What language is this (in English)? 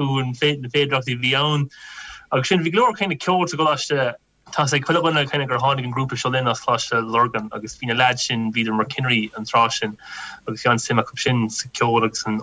Irish